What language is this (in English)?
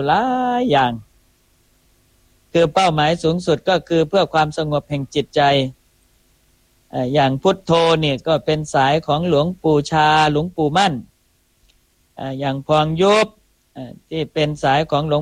Thai